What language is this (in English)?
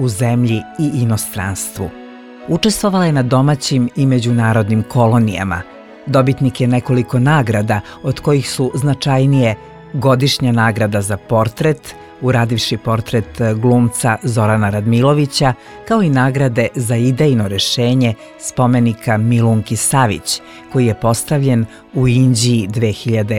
Serbian